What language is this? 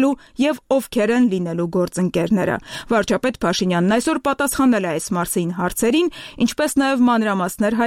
Armenian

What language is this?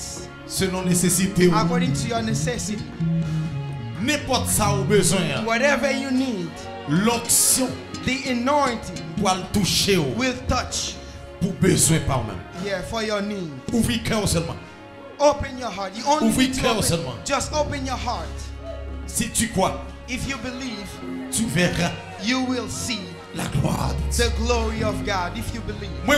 French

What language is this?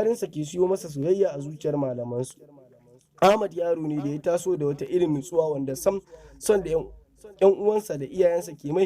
Hausa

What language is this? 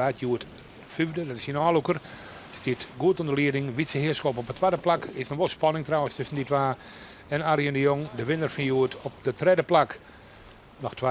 Western Frisian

